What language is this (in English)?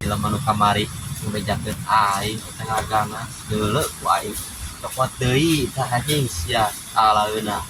Sundanese